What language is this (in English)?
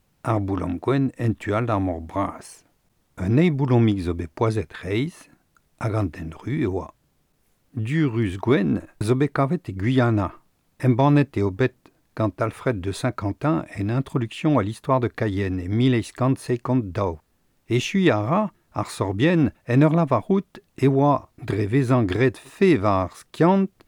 Breton